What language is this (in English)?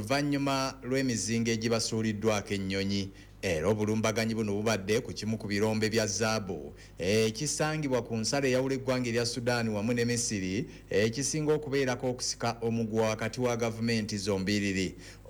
Ganda